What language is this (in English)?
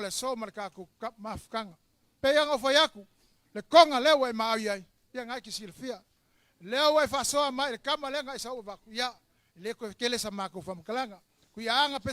Samoan